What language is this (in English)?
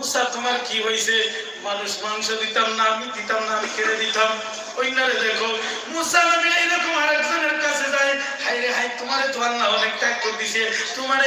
Sylheti